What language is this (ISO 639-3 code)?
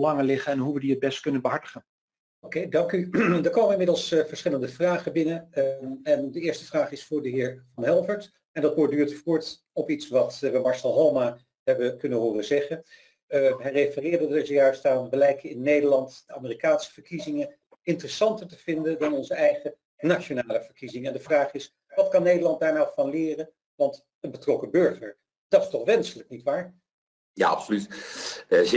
nld